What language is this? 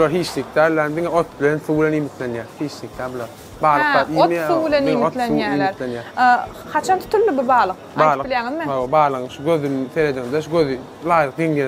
Turkmen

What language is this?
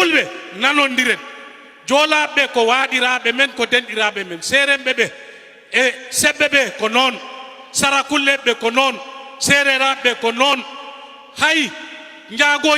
Fula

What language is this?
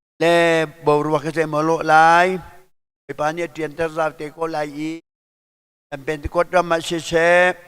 Hakha Chin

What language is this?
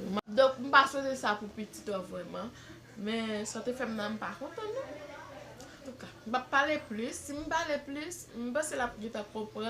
Haitian Creole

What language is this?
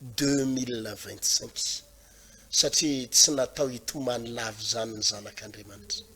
Malagasy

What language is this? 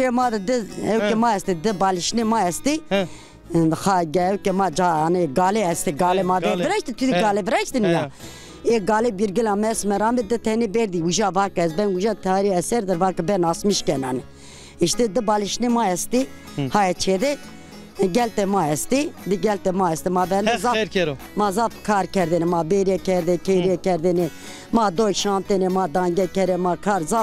Zaza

